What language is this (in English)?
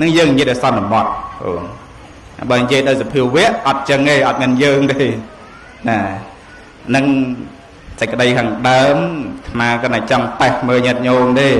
Khmer